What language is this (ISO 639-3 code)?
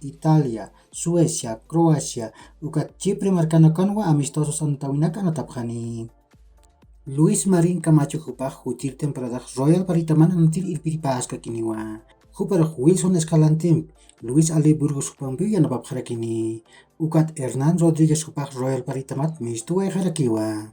aym